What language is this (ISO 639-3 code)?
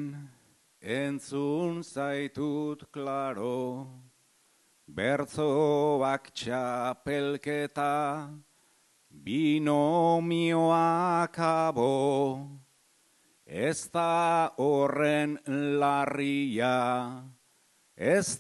eus